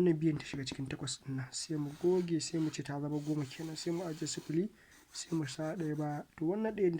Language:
Hausa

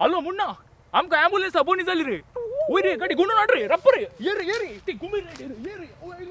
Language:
Konkani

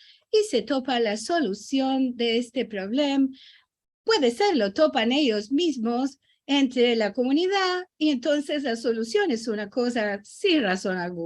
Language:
Ladino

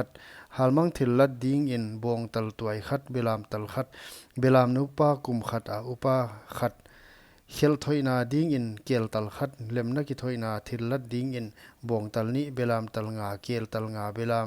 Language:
Paite Chin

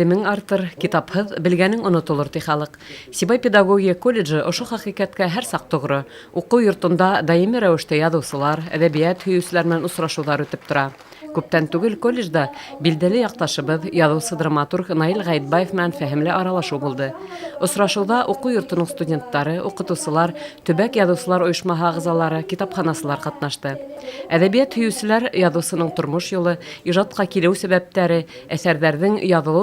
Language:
Bashkir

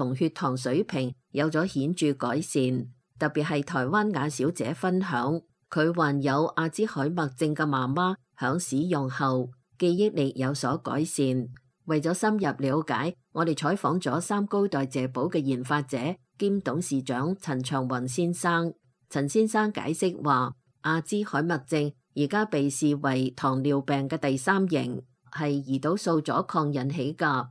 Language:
Cantonese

